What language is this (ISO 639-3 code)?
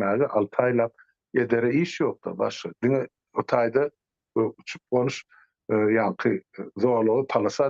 tuk